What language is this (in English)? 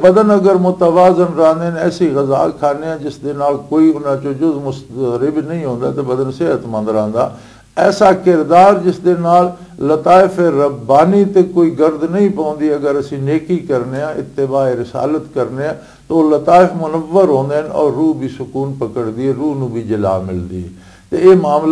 Western Panjabi